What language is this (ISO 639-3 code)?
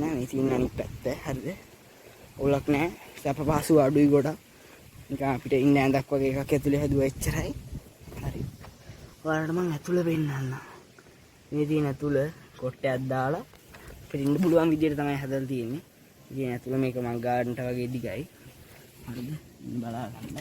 sin